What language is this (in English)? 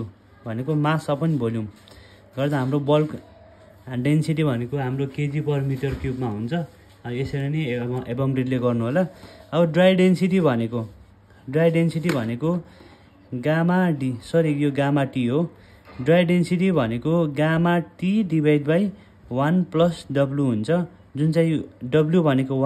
Nepali